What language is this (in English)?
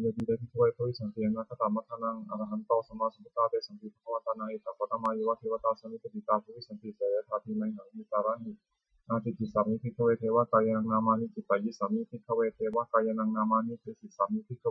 Pali